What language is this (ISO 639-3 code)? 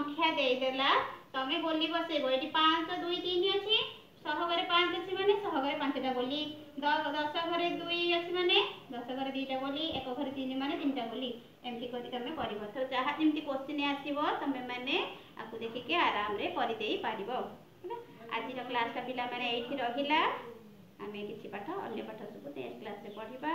ori